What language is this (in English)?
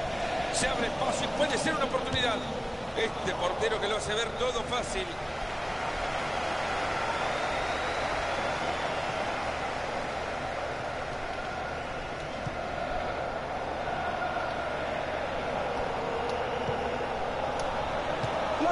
Spanish